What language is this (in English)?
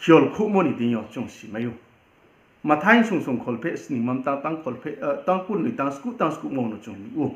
Riang (India)